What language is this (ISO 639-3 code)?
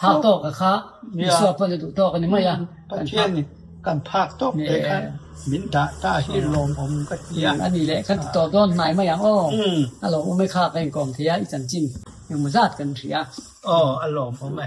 lus